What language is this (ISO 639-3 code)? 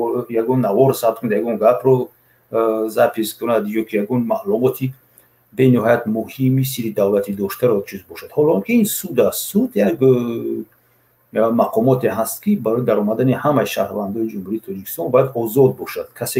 tgk